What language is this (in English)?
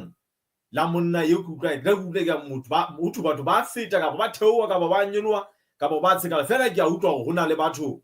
Southern Sotho